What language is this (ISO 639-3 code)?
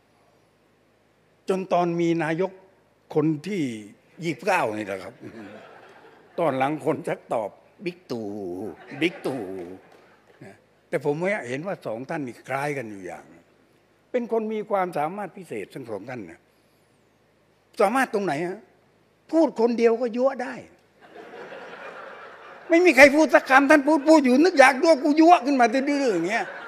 tha